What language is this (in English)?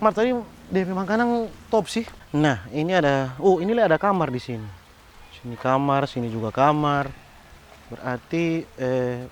Manado Malay